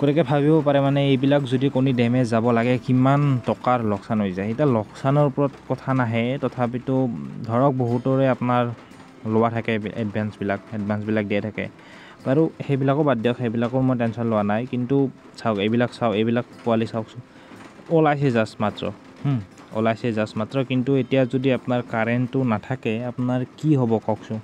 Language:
Assamese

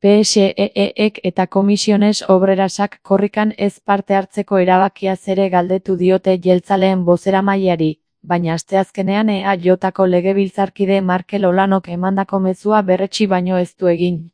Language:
Basque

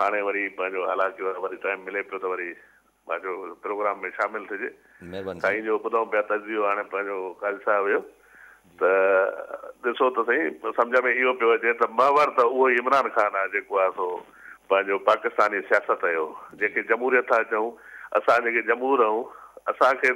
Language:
Sindhi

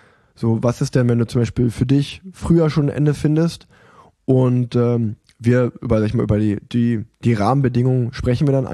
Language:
German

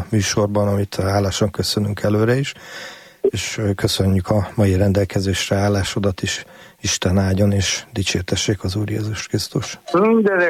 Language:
Hungarian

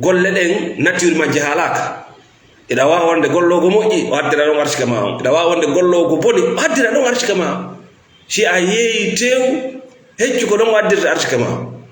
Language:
Fula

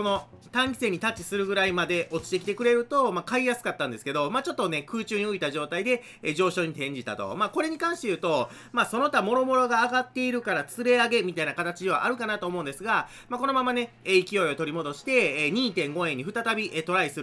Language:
Japanese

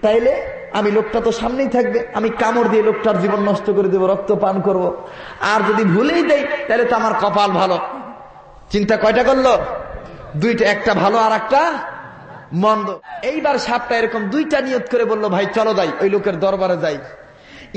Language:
Bangla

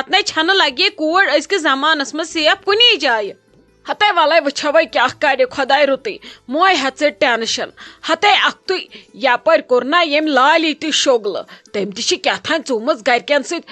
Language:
Kashmiri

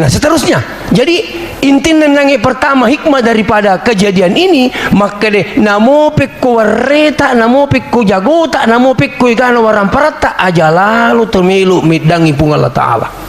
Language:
Buginese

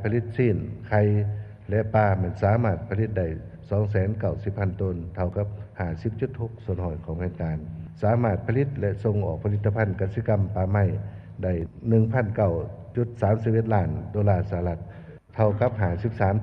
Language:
Lao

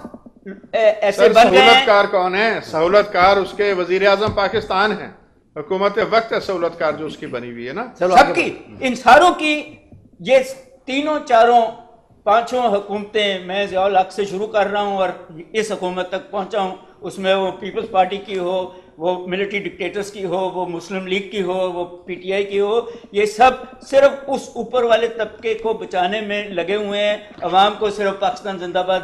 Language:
Urdu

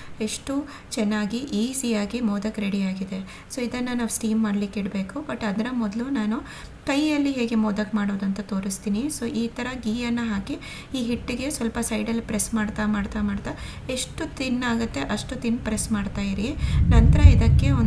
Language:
Kannada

